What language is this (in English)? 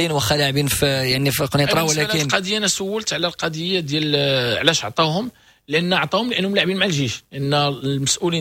Moroccan Arabic